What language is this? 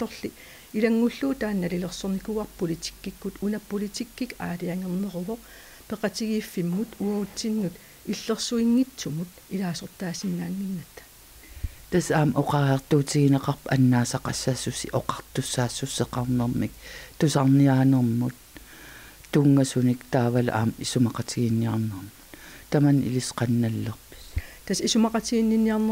Kalaallisut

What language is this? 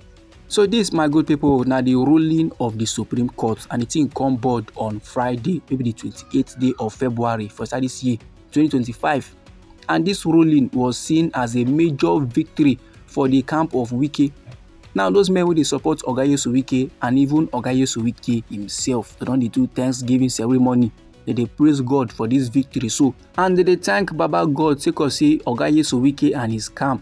Nigerian Pidgin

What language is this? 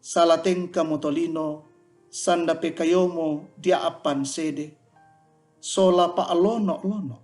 Toraja-Sa'dan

